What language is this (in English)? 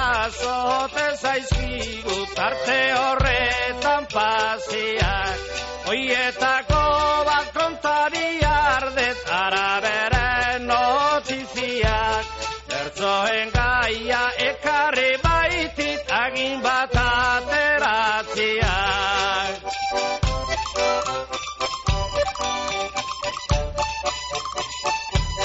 Basque